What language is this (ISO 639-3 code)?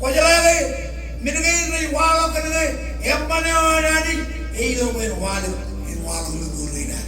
mah